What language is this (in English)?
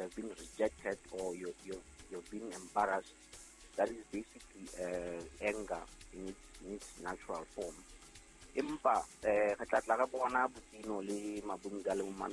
Southern Sotho